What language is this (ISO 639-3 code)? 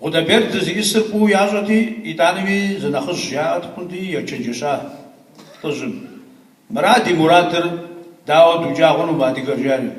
kbd